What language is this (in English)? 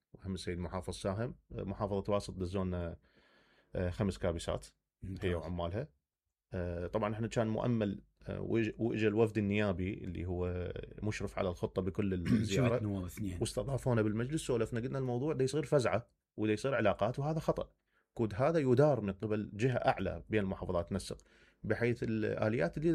Mesopotamian Arabic